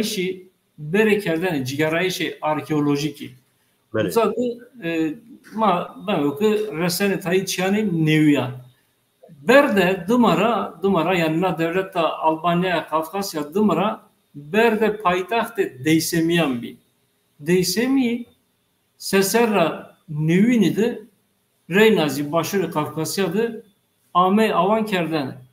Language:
Zaza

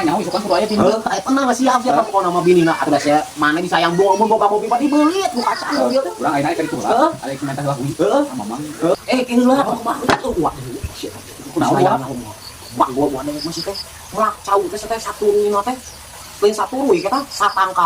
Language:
Sundanese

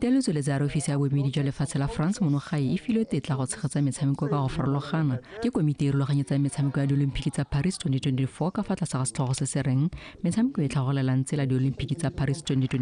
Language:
Tswana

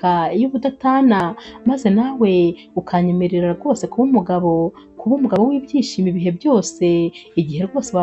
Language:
Kinyarwanda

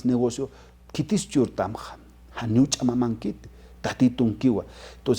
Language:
Aymara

